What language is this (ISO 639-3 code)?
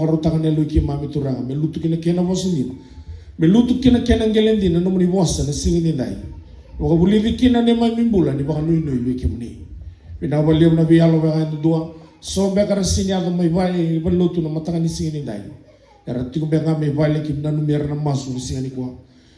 fij